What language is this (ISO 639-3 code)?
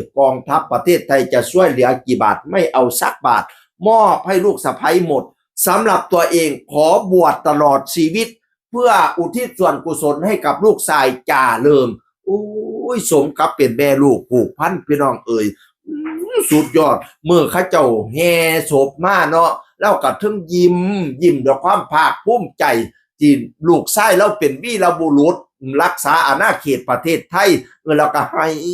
tts